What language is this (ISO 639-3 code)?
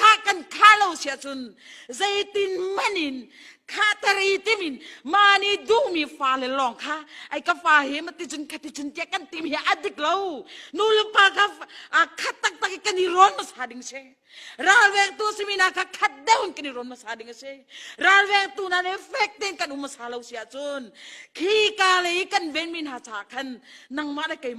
cnh